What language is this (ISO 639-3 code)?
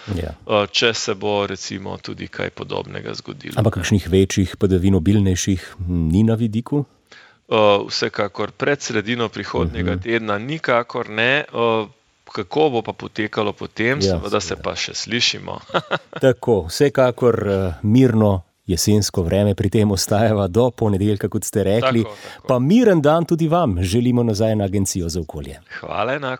slv